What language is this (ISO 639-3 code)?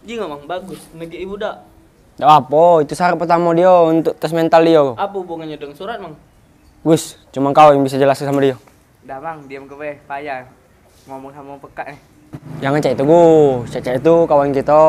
mui